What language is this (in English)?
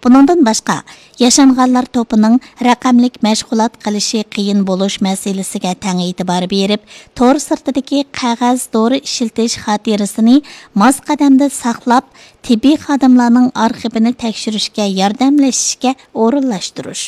Uyghur